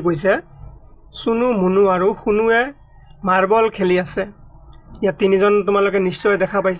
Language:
Assamese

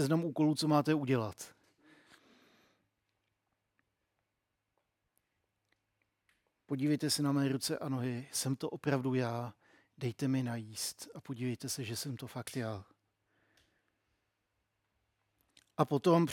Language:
Czech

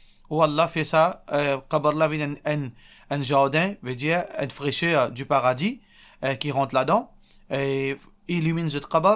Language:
Morisyen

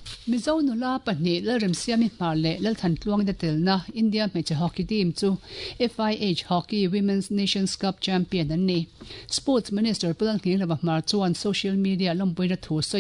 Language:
Mizo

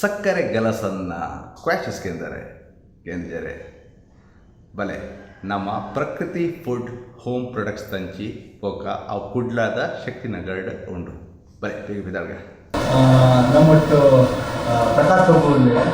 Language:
Tulu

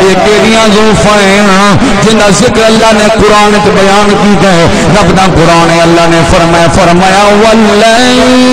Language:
Saraiki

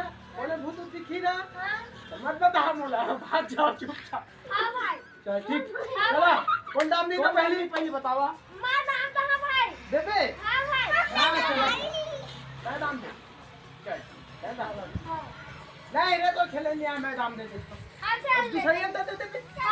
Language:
Chhattisgarhi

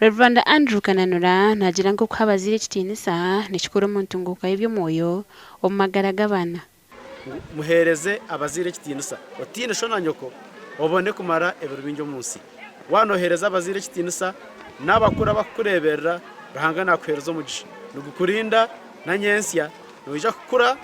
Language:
Nyankole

